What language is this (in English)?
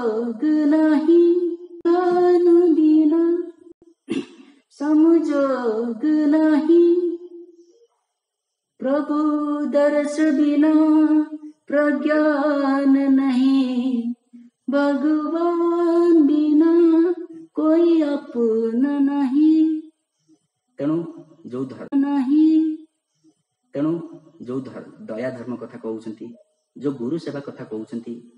Odia